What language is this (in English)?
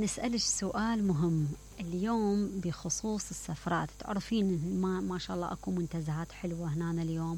Mesopotamian Arabic